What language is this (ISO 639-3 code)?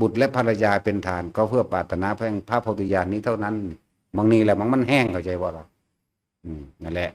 tts